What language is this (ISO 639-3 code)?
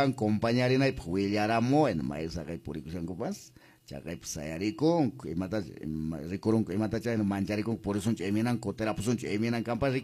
que